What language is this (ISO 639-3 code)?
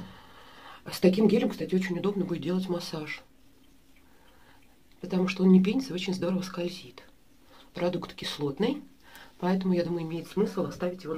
rus